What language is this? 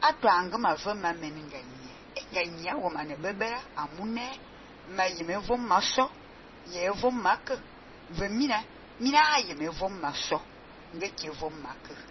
Fang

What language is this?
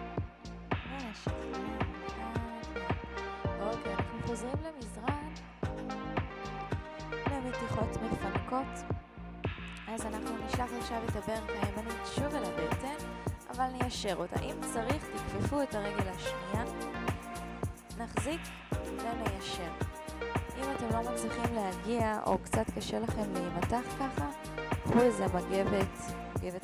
Hebrew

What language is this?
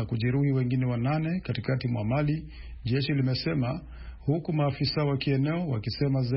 Swahili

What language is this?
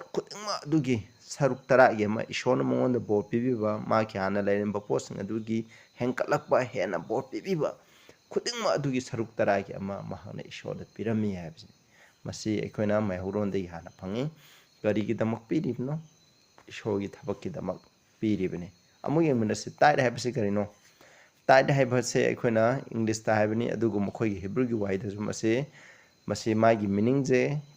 Manipuri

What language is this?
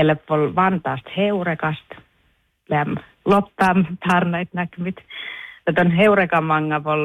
Northern Sami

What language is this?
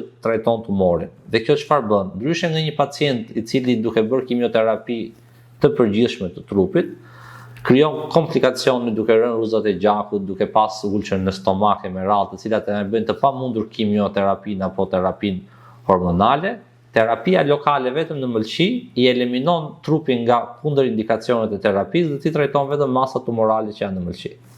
Albanian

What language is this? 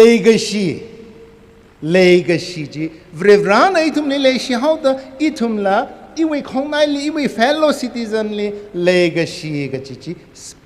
Tangkhul Naga (India)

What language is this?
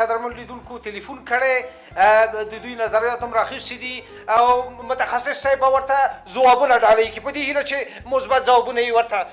Pashto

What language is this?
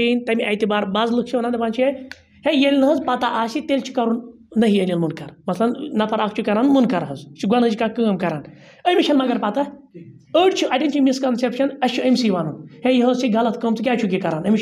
Kashmiri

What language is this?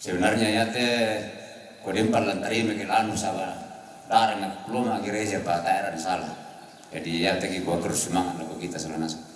Toraja-Sa'dan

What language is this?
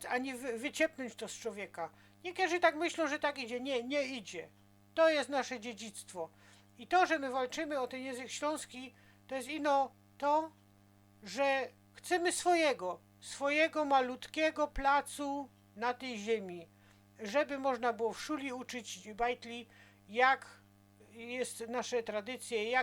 Silesian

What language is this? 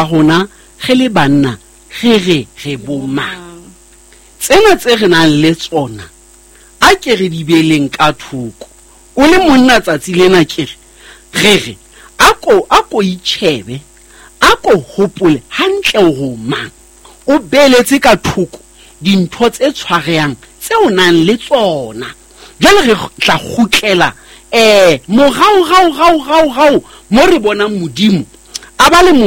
Southern Sotho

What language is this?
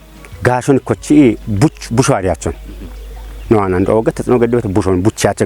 Kafa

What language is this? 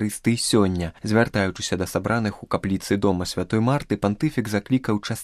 Belarusian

